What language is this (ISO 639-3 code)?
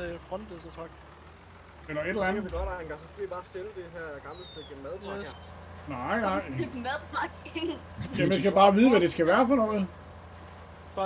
dan